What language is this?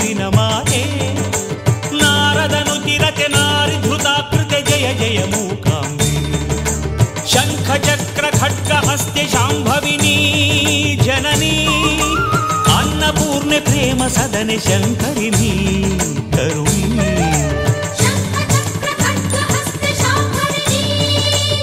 Kannada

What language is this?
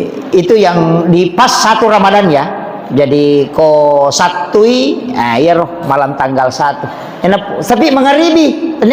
Buginese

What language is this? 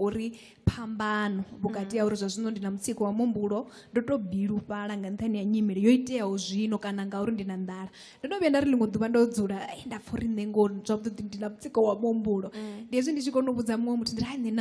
Venda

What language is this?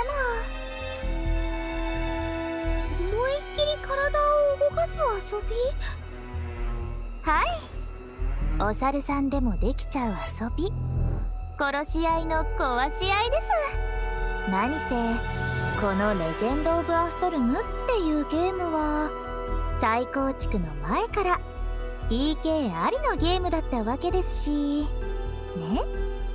Japanese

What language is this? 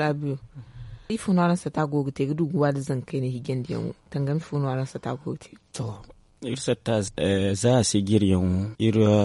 Zarma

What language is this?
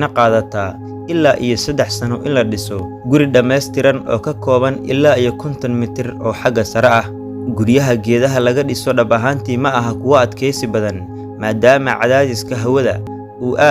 Somali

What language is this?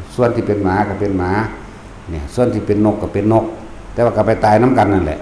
Northeastern Thai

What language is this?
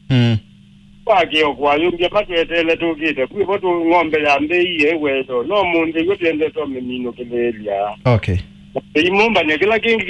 Kamba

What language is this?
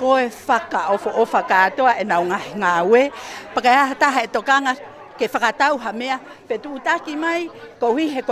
Tongan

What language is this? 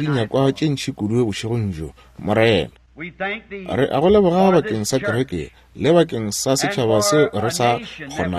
Northern Sotho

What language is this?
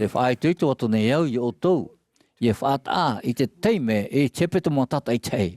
Tahitian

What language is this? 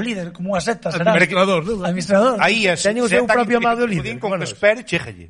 Galician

